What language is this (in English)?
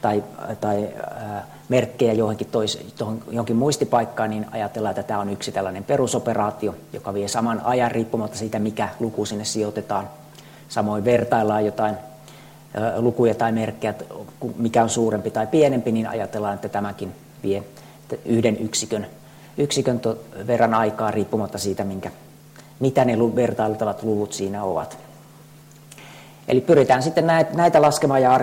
Finnish